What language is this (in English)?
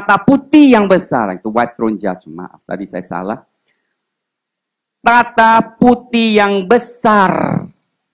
Indonesian